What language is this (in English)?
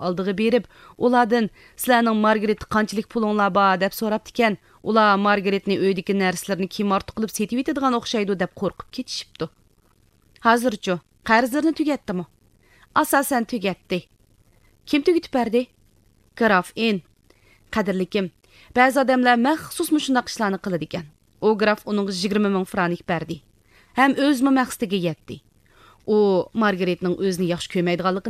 Uyghur